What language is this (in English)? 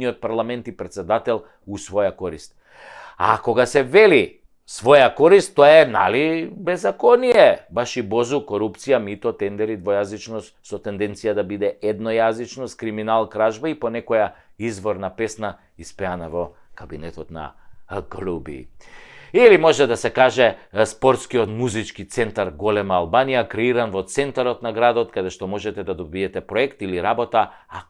Macedonian